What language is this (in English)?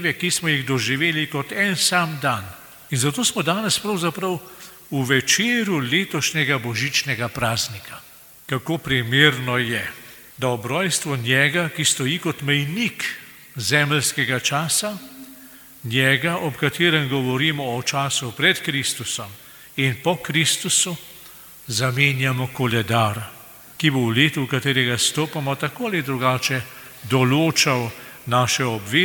Slovenian